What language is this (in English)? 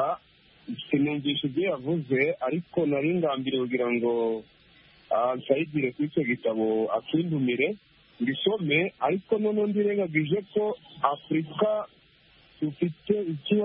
Kinyarwanda